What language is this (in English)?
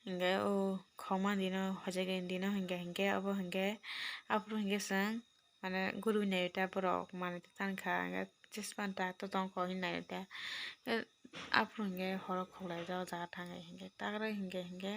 Kok Borok